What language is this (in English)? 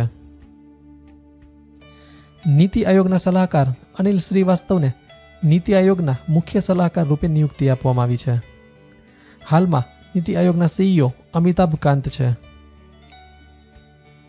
Gujarati